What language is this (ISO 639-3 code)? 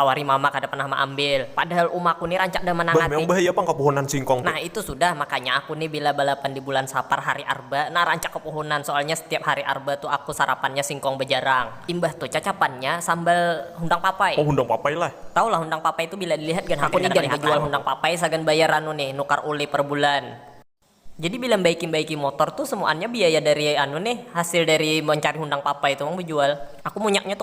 bjn